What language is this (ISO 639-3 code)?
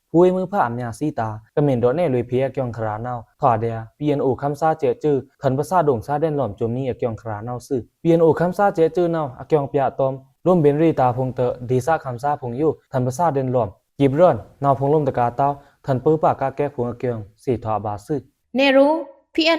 blk